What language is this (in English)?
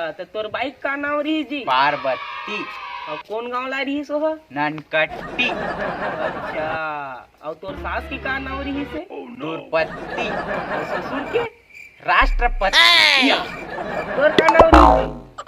Chhattisgarhi